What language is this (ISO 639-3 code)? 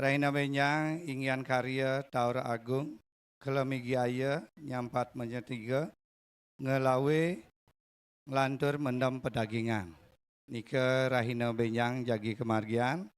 ban